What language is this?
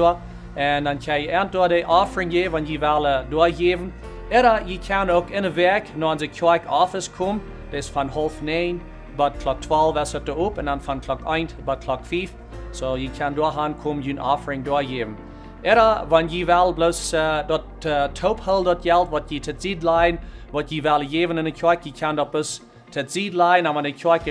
Plautdietsch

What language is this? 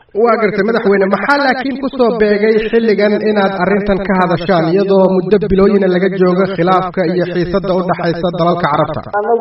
Somali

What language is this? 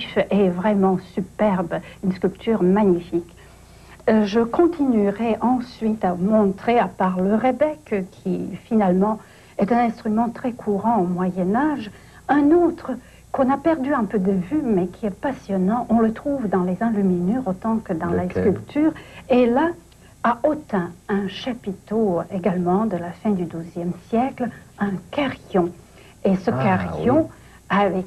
French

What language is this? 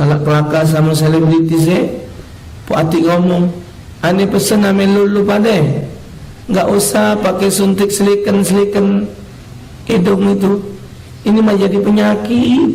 Musi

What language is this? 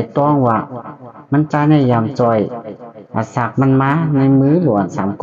Shan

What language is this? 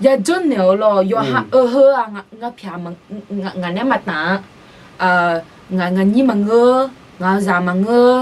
Akha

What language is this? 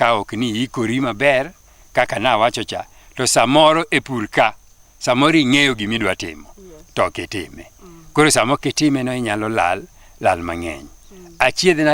Luo (Kenya and Tanzania)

